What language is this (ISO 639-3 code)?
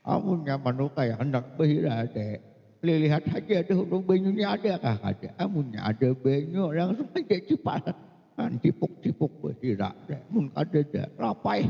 bjn